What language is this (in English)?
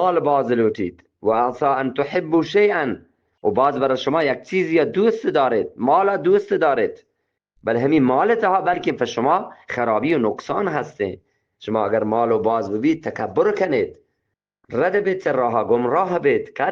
Eastern Balochi